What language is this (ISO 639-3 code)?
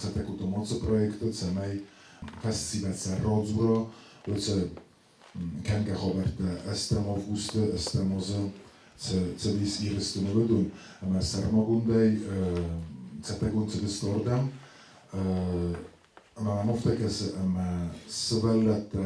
oss